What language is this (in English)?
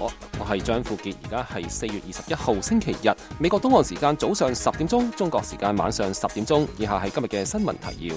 Cantonese